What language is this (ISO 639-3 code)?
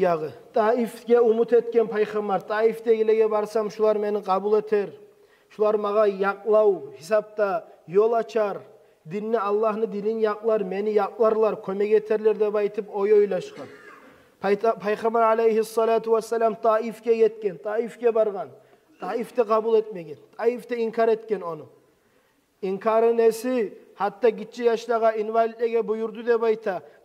kum